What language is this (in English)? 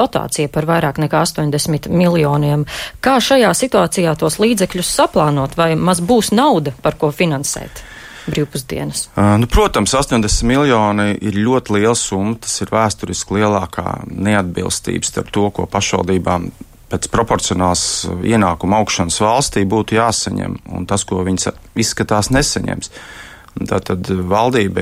Latvian